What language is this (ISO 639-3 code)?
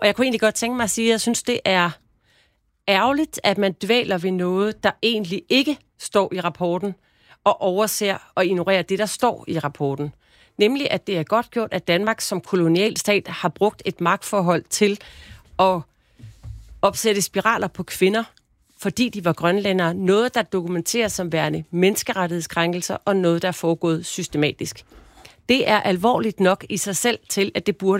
dan